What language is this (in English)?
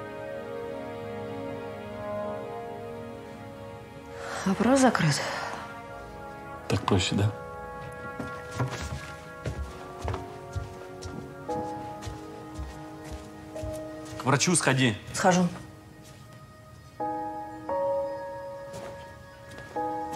Russian